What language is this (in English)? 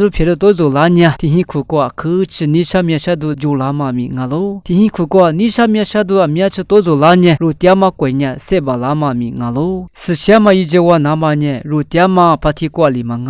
Lisu